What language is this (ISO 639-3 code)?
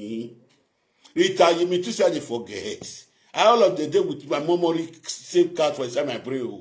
pcm